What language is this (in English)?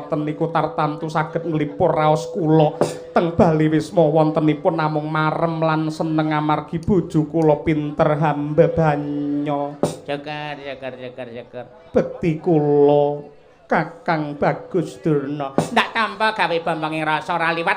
Javanese